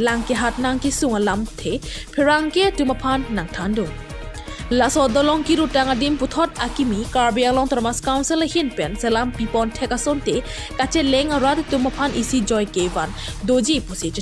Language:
Karbi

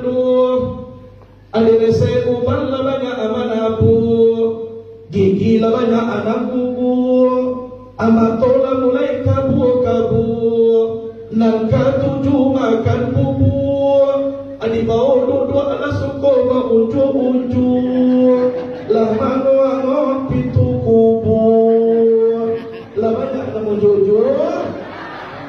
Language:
Minangkabau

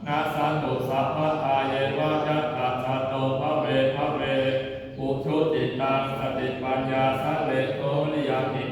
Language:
Pali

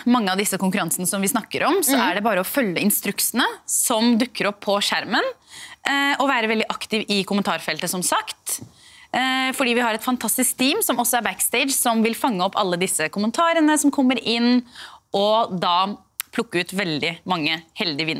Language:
Norwegian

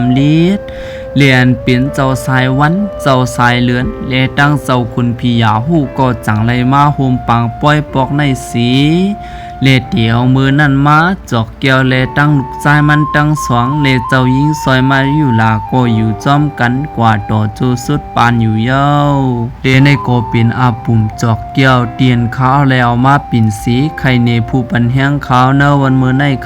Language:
Shan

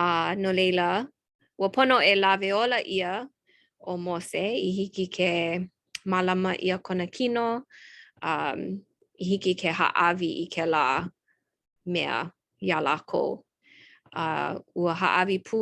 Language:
Hawaiian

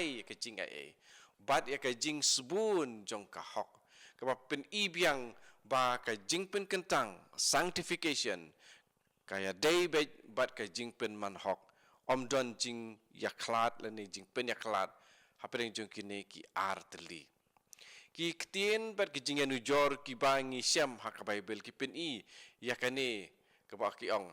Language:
Khasi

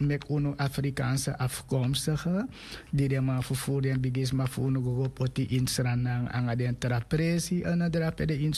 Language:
Sranan Tongo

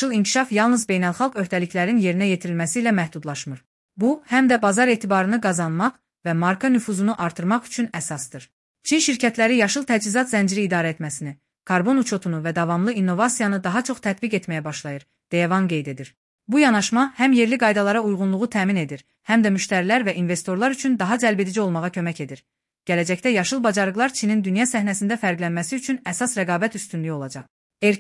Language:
Azerbaijani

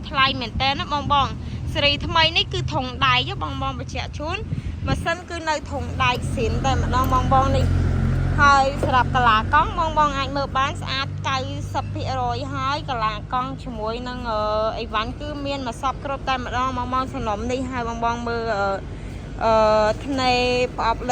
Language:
Khmer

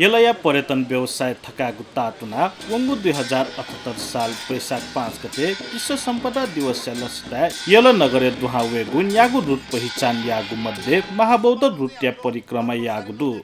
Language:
Newari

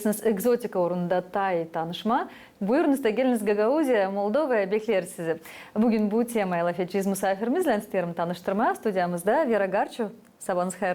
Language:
Gagauz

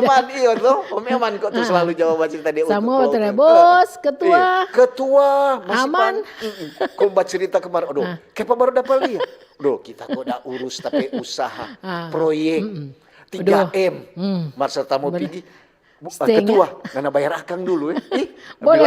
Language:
Manado Malay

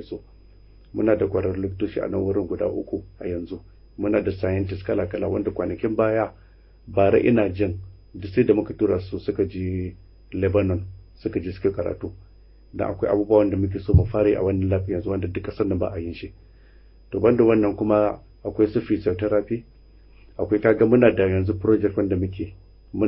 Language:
Hausa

